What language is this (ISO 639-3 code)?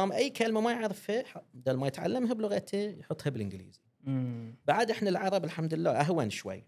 afb